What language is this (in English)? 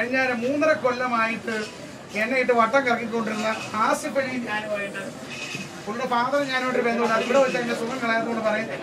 Malayalam